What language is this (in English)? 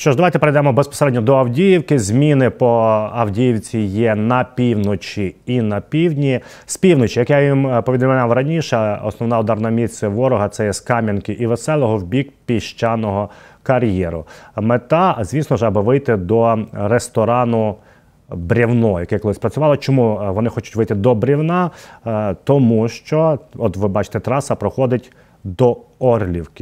Ukrainian